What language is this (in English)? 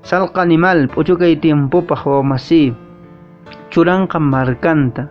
Quechua